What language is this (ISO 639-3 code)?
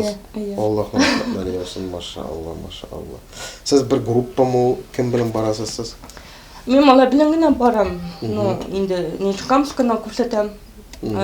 tat